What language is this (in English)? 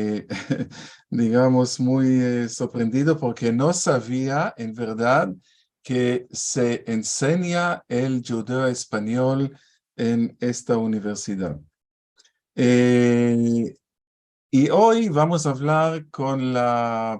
Ladino